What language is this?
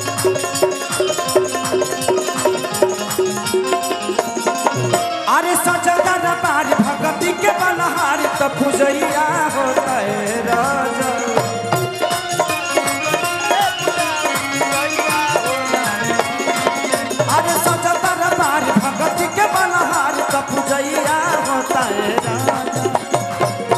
Bhojpuri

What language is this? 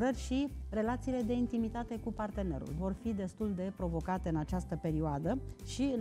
Romanian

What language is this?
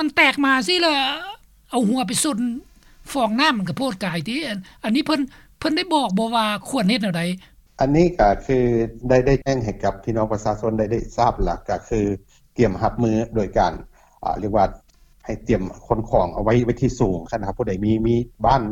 Lao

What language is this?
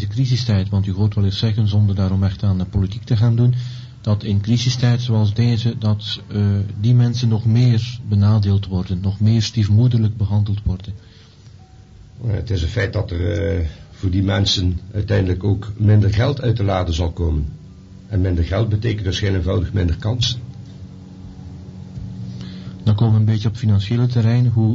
Dutch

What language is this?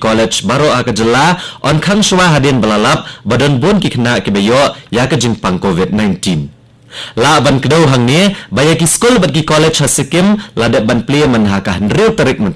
Khasi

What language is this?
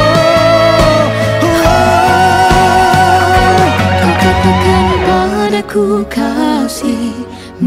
Malay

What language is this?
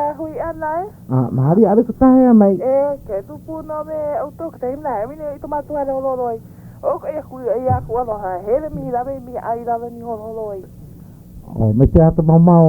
Hawaiian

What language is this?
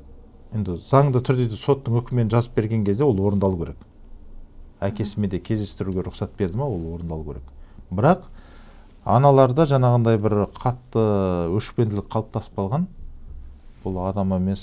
Kazakh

